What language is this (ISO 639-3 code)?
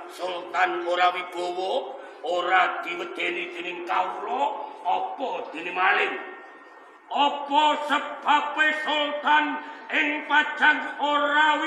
jav